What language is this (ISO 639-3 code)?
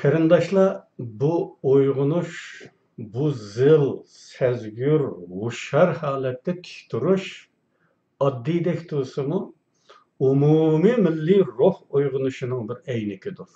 uig